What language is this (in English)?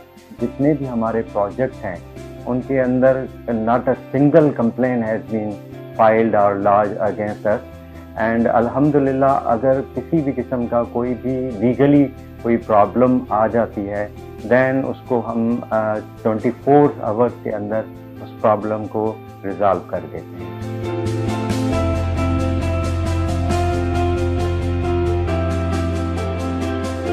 Urdu